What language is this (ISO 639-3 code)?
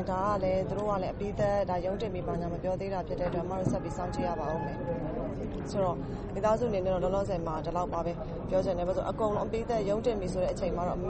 mya